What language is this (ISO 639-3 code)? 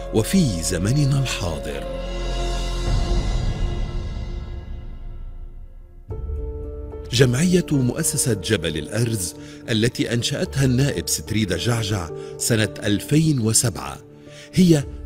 apc